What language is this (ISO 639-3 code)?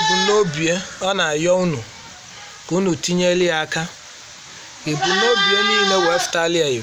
ibo